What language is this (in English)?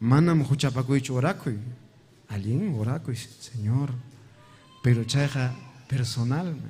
Ayacucho Quechua